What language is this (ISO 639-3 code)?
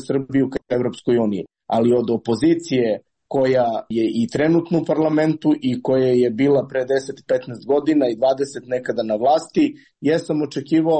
srp